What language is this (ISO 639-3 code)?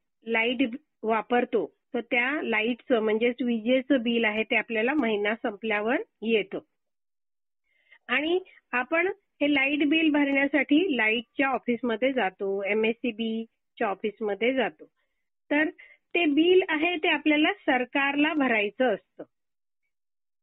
mar